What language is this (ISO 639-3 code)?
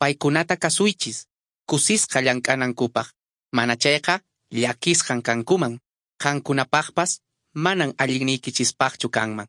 que